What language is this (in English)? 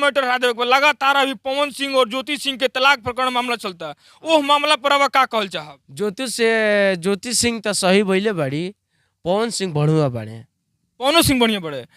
Bhojpuri